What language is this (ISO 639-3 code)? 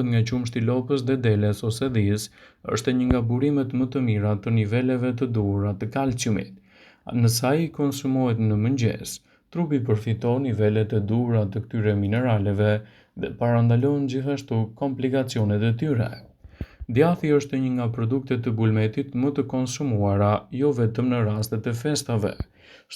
sqi